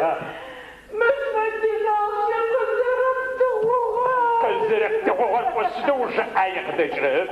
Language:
Adyghe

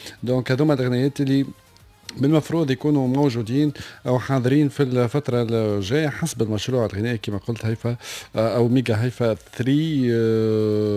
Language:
Tunisian Arabic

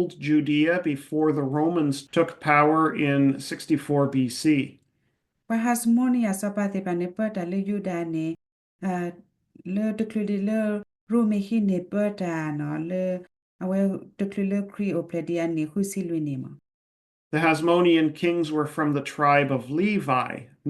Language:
S'gaw Karen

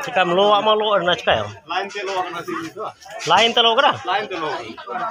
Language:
Santali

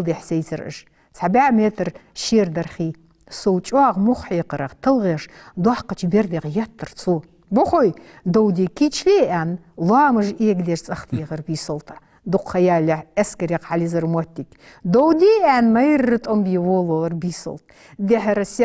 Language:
Ingush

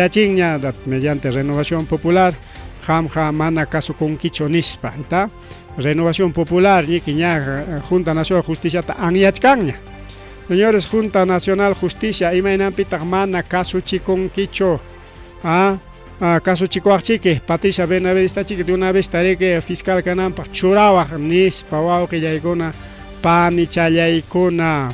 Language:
Ayacucho Quechua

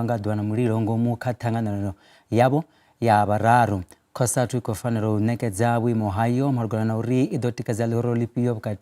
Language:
Venda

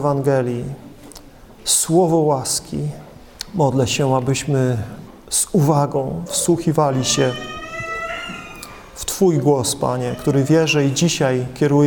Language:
Polish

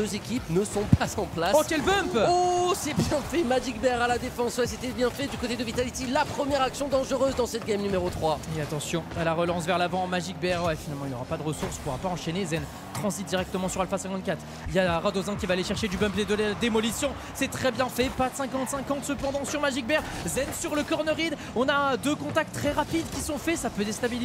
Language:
French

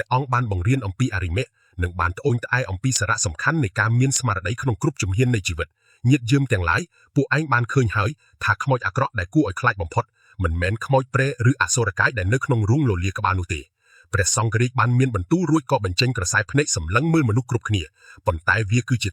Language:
Khmer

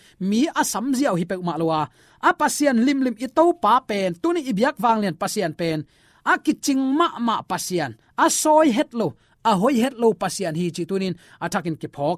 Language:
Tedim Chin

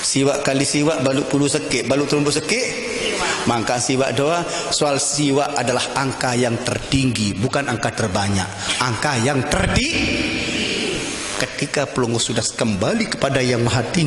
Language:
Sasak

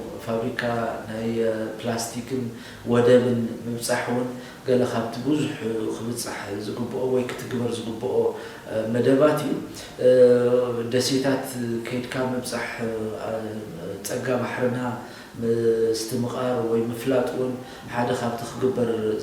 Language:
Tigrinya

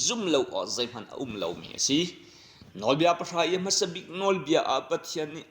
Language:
Hakha Chin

